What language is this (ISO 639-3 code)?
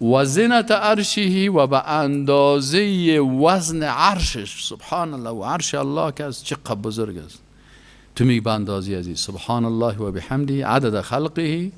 fas